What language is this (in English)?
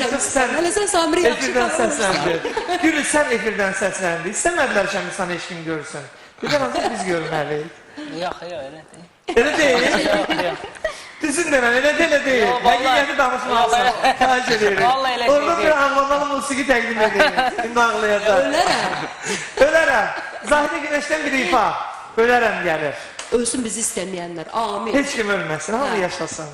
Azerbaijani